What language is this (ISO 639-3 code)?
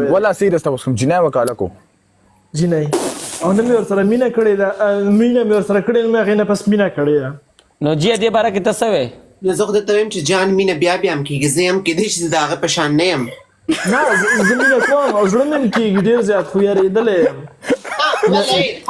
pus